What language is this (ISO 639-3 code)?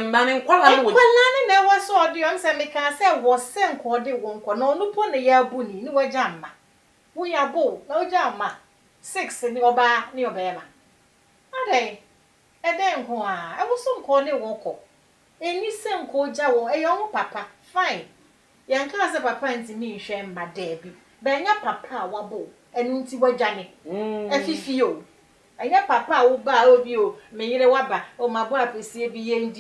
aka